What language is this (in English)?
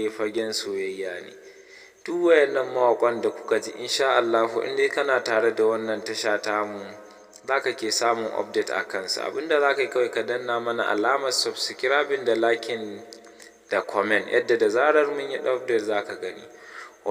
Hausa